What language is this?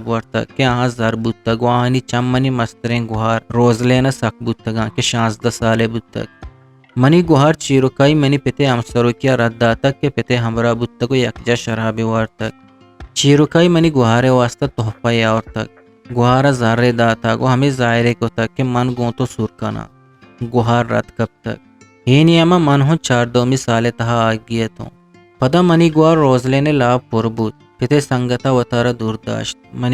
Eastern Balochi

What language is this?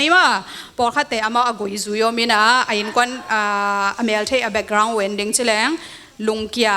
Tedim Chin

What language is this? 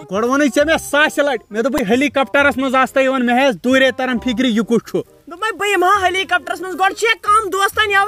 Kashmiri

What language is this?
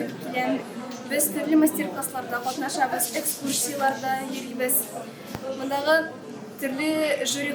Tatar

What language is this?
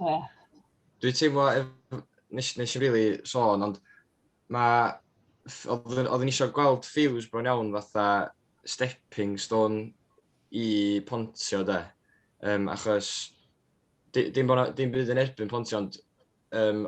Welsh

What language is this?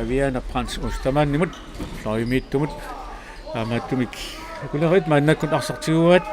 Kalaallisut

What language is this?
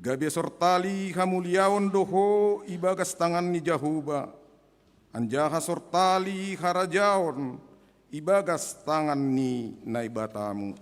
Batak Simalungun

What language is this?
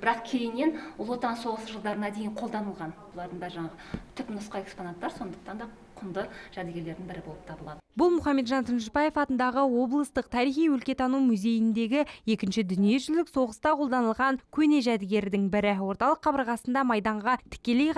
Kazakh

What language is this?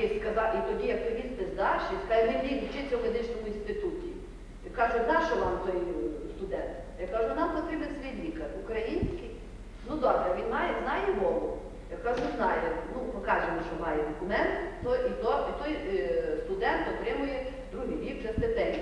Ukrainian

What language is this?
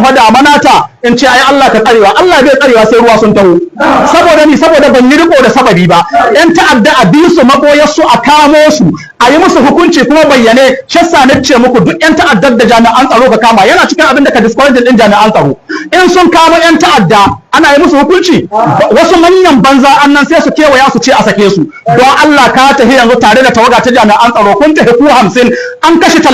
Hausa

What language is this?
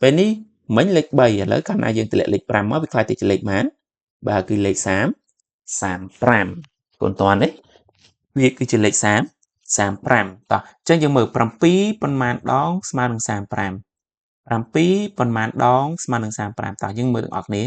Khmer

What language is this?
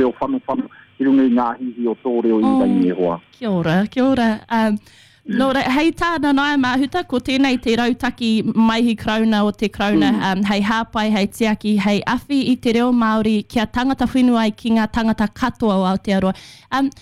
Māori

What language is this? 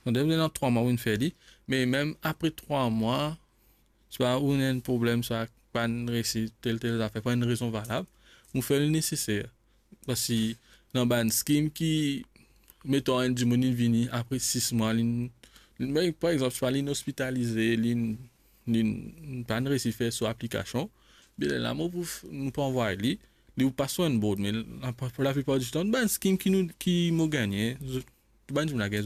Morisyen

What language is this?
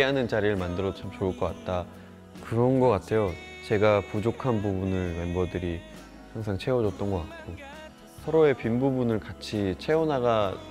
Korean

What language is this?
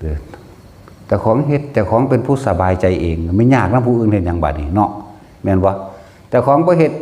Northeastern Thai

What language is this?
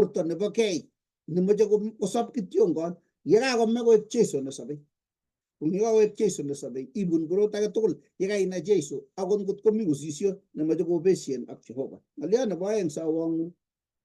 Kalenjin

